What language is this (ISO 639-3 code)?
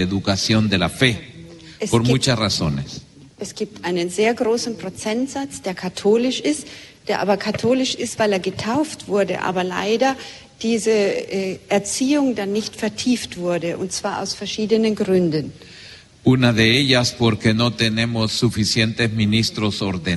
deu